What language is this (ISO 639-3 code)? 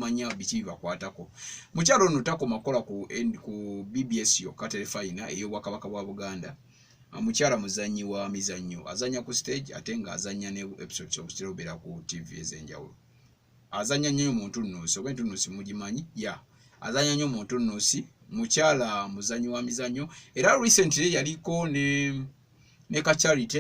lug